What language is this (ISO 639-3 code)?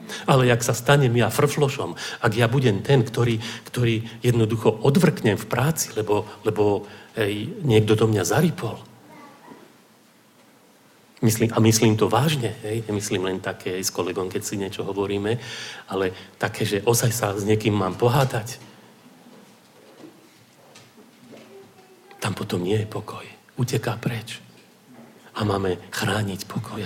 slk